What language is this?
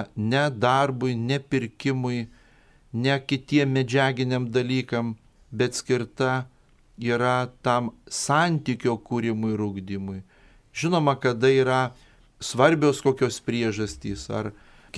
Lithuanian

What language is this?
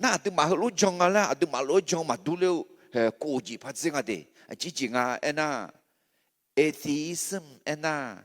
Akha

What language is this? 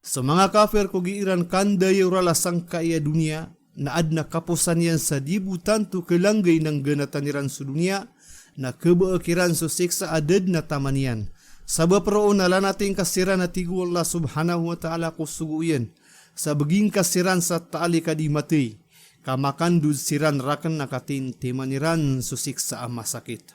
Maranao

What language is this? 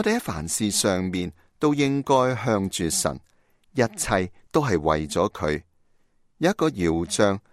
Cantonese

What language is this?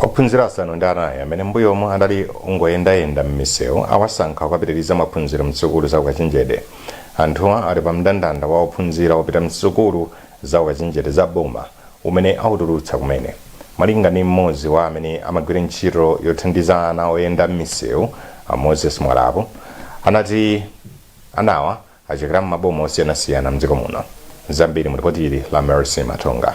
Nyanja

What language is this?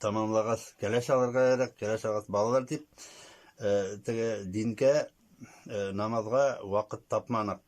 Bashkir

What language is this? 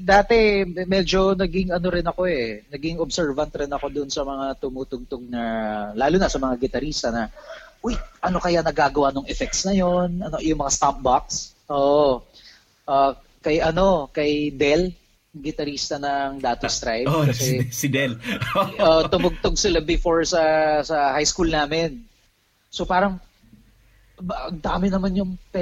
Filipino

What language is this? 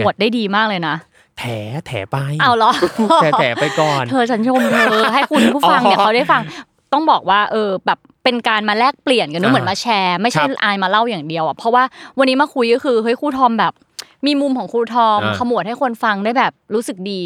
Thai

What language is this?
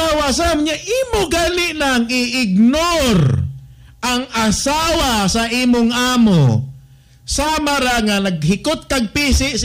Cebuano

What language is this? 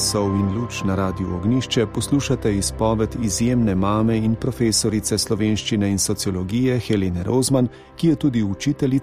Slovenian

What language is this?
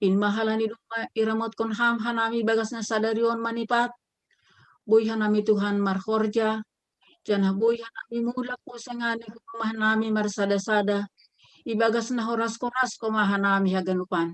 Batak Simalungun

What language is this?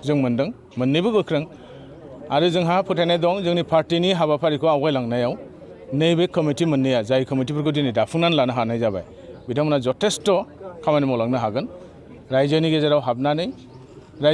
Bodo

